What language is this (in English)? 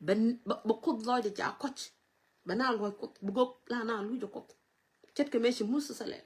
Nuer